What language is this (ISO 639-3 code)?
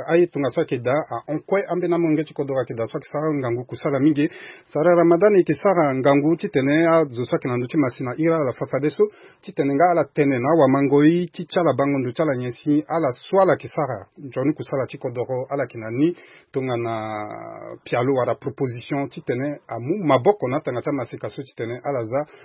sag